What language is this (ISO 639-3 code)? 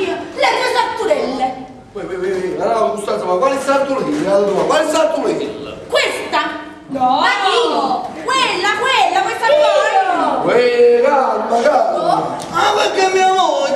nap